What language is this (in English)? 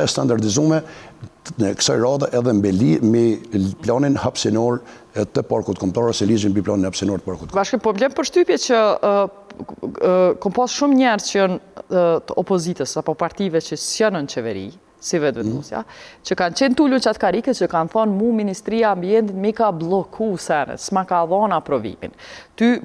Albanian